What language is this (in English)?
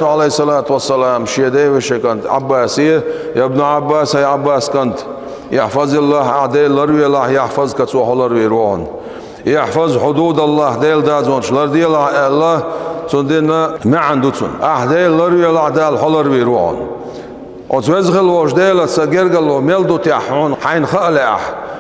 Chechen